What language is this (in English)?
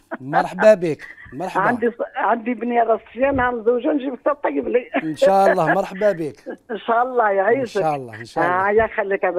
Algerian Arabic